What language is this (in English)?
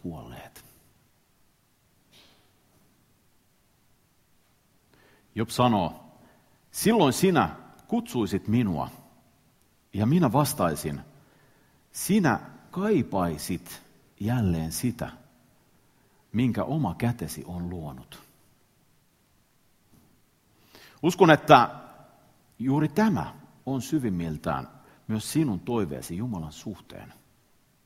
Finnish